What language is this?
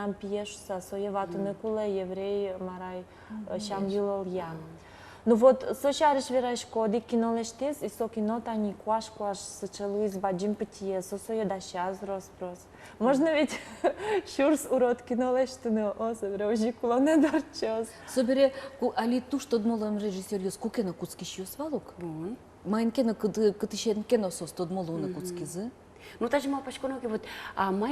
Udmurt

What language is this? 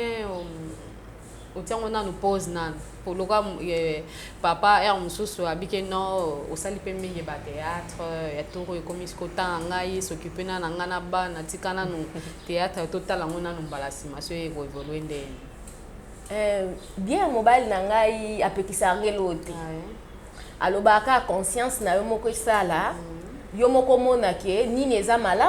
Lingala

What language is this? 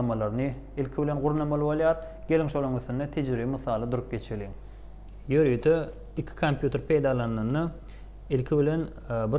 Turkmen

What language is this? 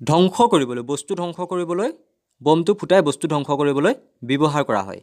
Assamese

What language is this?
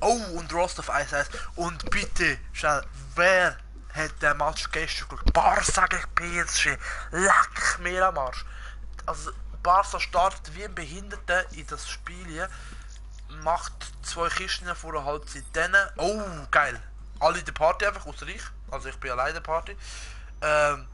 Swiss German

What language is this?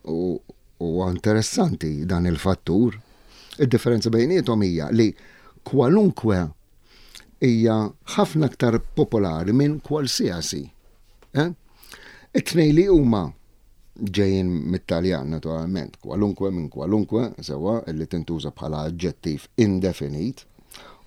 Maltese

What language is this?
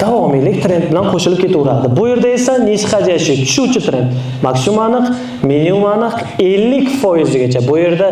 Uzbek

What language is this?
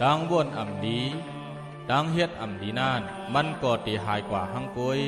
Shan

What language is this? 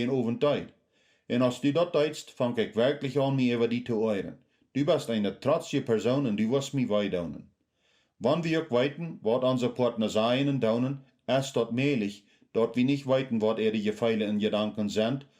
Plautdietsch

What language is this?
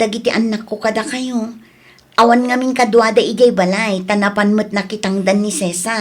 Iloko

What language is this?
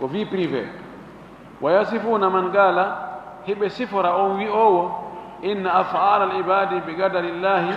Fula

